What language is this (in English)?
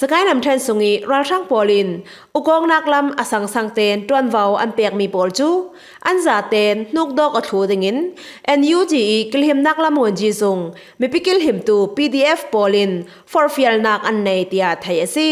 Falam Chin